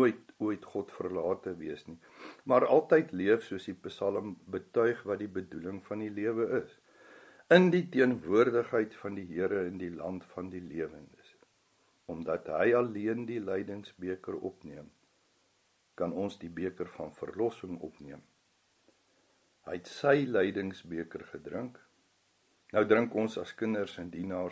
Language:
Afrikaans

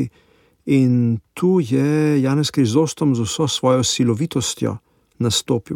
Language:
Slovenian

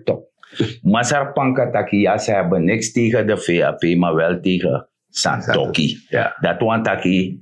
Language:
Sranan Tongo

